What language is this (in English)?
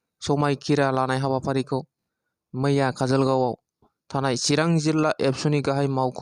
Bodo